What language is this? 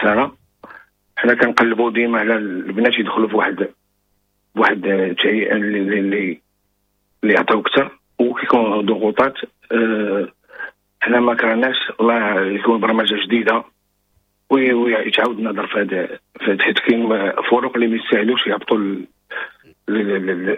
Moroccan Arabic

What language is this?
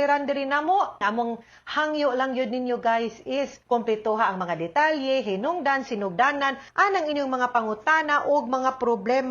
Cebuano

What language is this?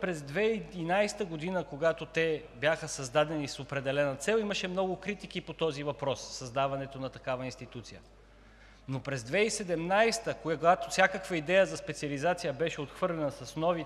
Bulgarian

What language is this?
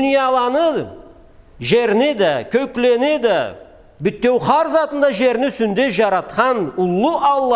Karachay-Balkar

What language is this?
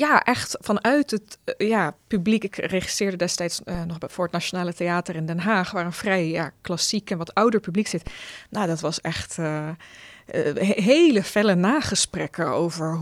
Dutch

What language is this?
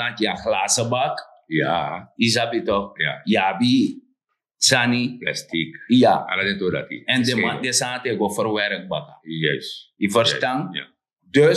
Sranan Tongo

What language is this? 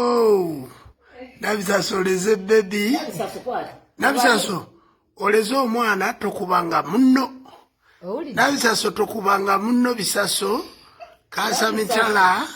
Ganda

